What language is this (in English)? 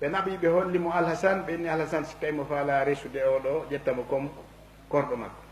Fula